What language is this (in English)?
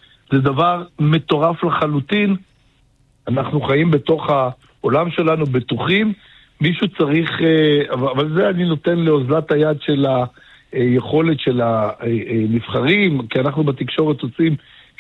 Hebrew